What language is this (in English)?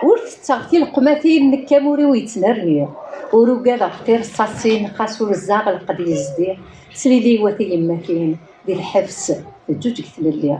Kabyle